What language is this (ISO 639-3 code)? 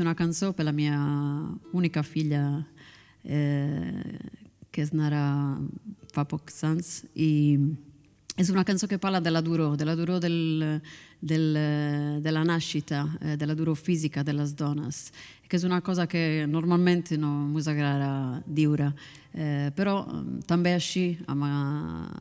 srd